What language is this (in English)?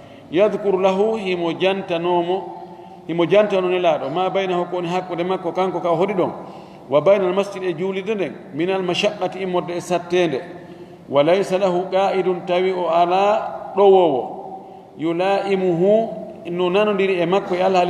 Fula